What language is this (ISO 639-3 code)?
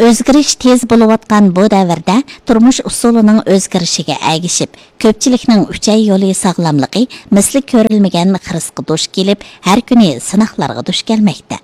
uig